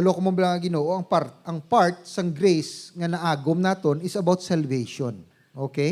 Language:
Hiligaynon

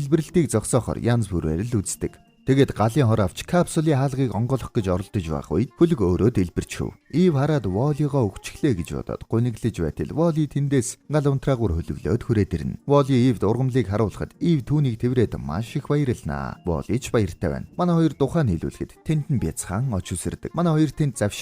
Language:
Mongolian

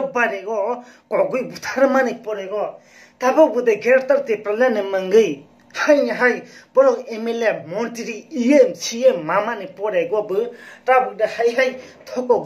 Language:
Kok Borok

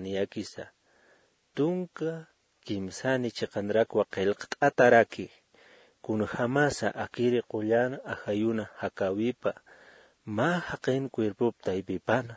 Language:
Aymara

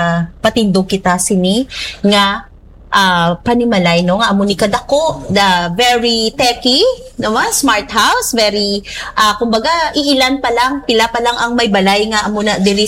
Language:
Hiligaynon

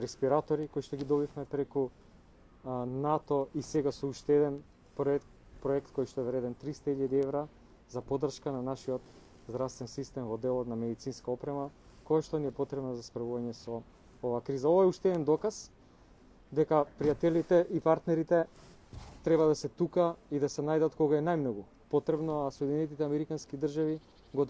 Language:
Macedonian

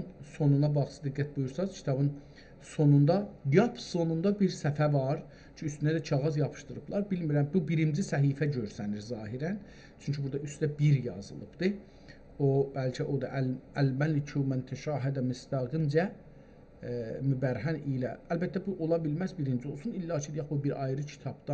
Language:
South Azerbaijani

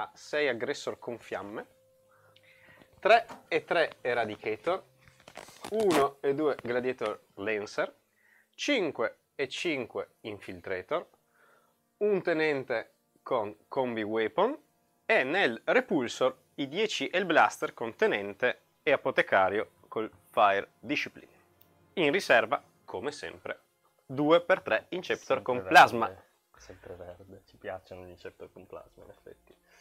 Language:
Italian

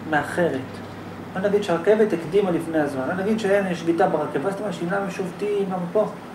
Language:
Hebrew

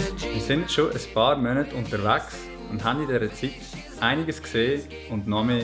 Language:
Swiss German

